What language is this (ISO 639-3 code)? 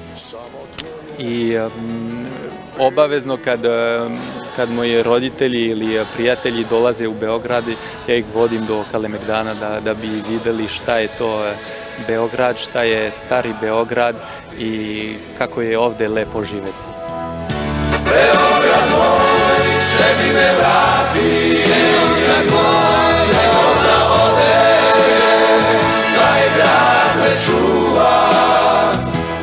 srp